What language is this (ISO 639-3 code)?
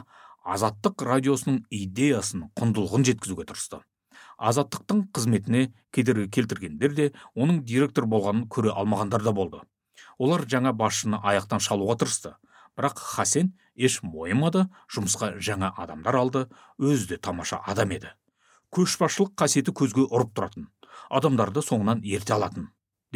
kaz